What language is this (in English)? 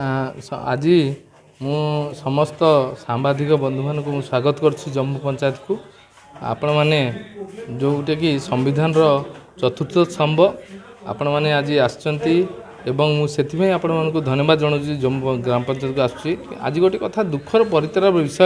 Odia